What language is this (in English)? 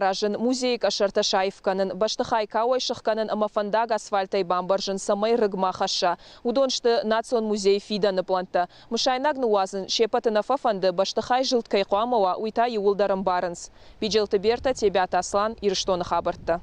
Ossetic